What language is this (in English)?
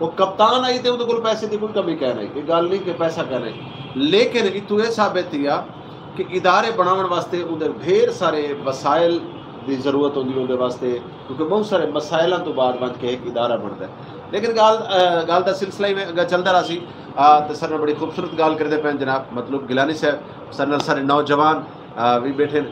Saraiki